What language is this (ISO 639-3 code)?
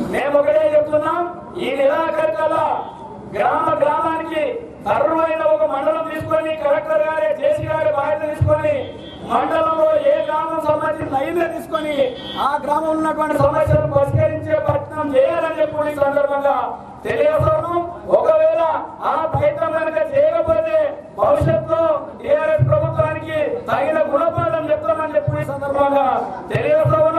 tel